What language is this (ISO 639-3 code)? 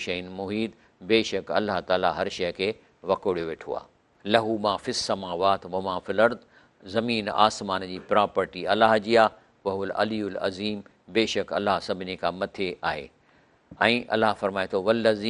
snd